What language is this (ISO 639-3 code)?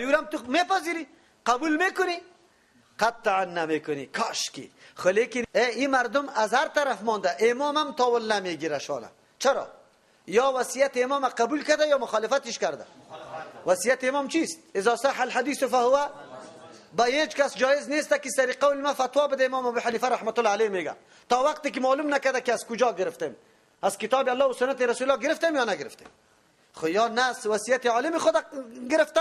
fas